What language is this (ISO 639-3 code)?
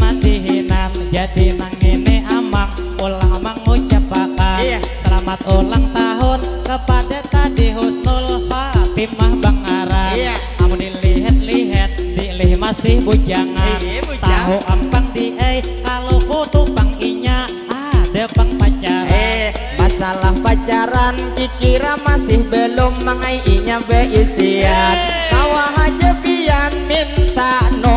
bjn